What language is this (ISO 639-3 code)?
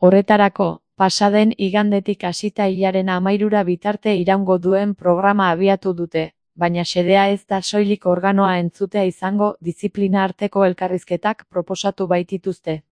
eus